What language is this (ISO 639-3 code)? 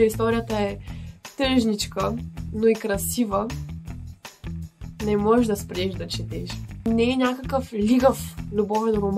bul